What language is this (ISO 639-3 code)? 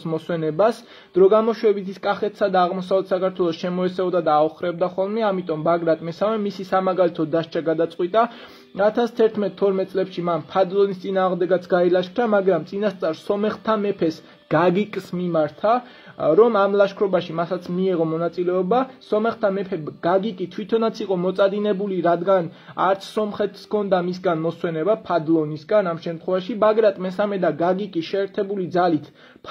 kat